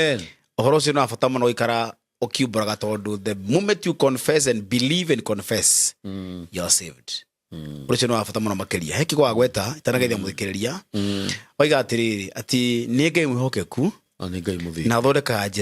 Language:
Kikuyu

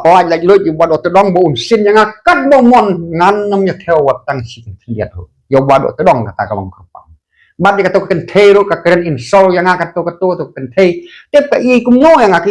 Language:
Khasi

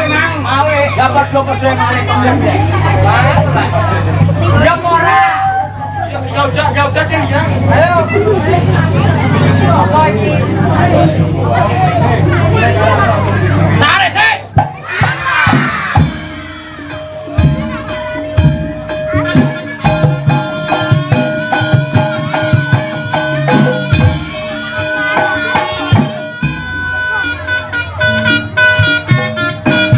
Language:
Javanese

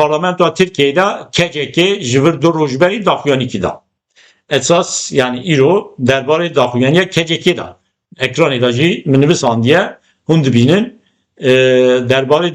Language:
Kurdish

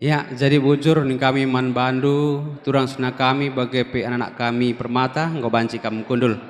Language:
Batak Karo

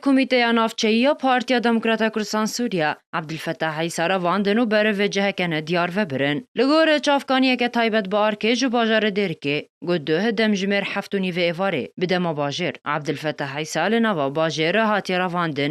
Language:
Kurdish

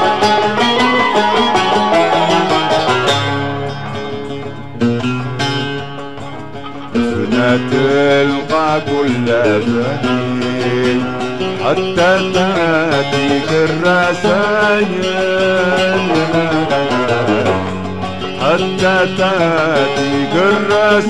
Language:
Arabic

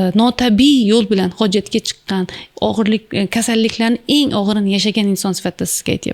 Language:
Uzbek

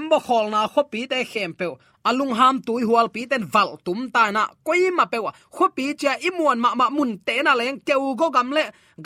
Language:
Tedim Chin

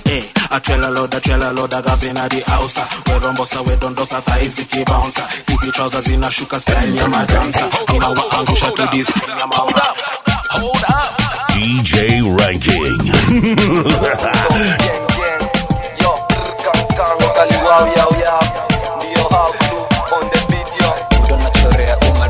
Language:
Swahili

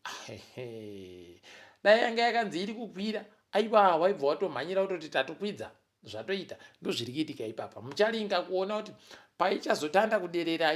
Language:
Ndau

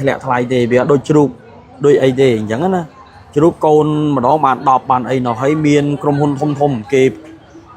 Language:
Khmer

